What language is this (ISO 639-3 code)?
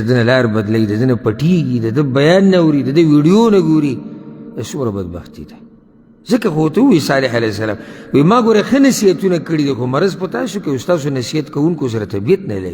pus